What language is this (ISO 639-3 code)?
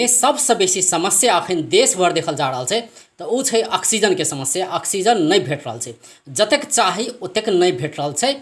mai